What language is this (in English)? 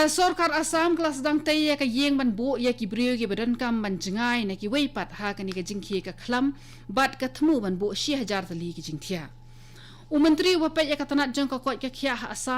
Khasi